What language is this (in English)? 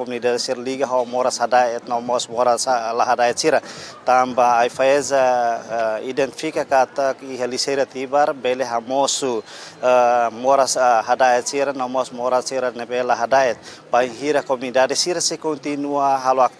Tetum